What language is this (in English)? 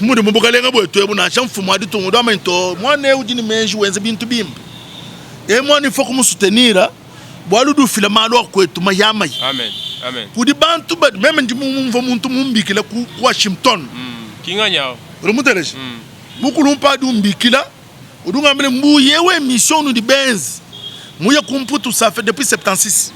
Luba-Lulua